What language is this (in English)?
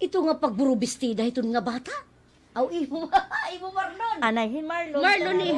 Waray